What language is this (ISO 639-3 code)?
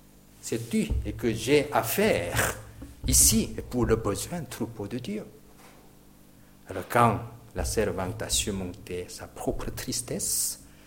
fra